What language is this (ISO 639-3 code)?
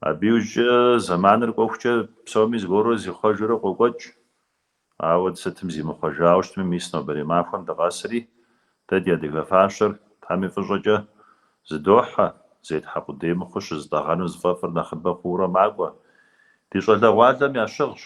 kbd